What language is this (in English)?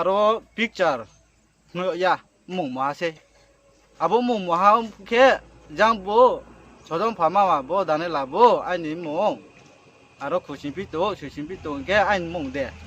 Riang (India)